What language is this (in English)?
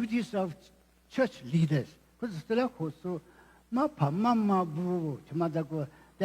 Lisu